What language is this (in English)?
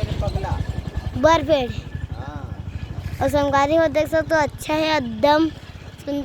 Chhattisgarhi